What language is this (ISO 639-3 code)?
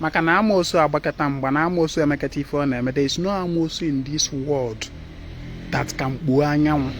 ibo